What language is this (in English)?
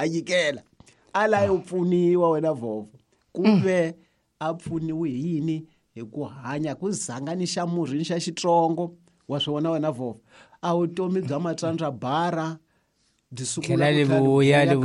Tsonga